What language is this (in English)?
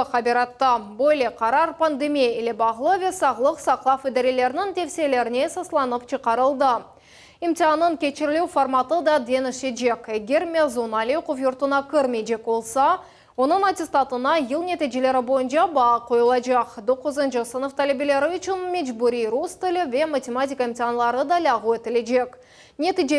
Crimean Tatar